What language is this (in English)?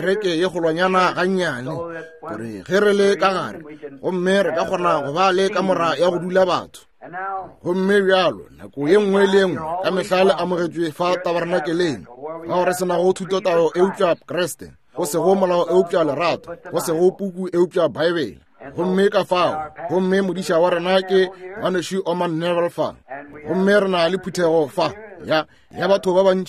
Northern Sotho